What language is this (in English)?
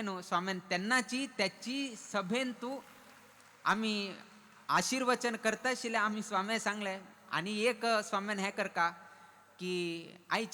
Konkani